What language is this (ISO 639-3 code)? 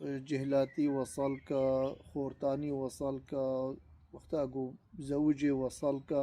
kur